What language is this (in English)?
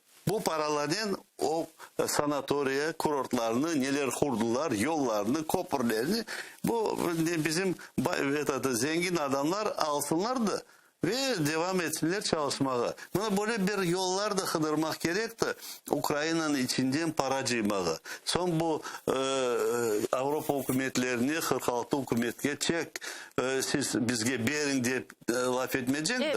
Crimean Tatar